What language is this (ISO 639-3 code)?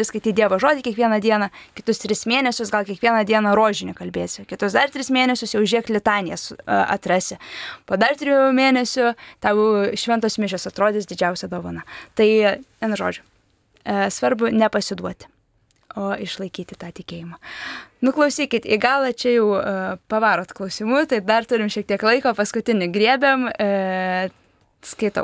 lit